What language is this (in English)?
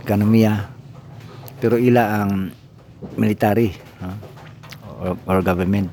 Cebuano